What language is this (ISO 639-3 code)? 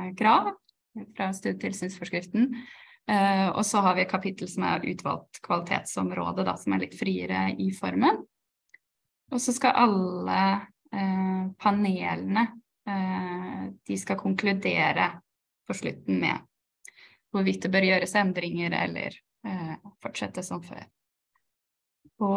nor